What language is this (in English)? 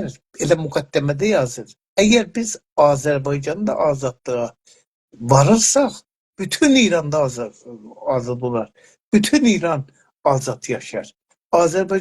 South Azerbaijani